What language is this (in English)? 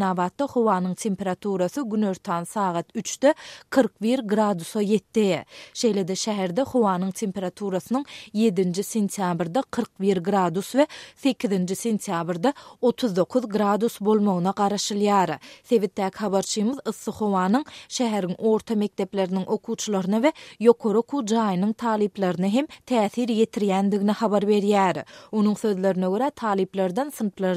Turkmen